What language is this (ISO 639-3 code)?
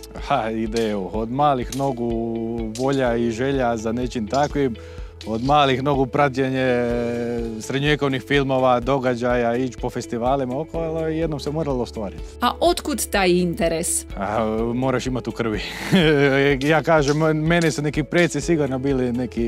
hrv